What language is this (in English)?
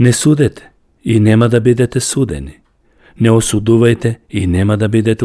Macedonian